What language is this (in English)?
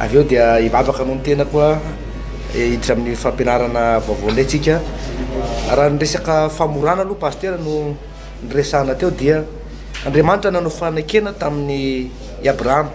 Malagasy